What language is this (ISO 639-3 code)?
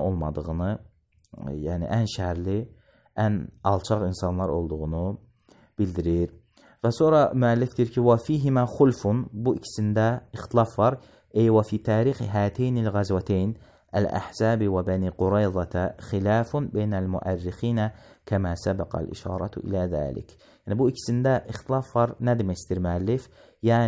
aze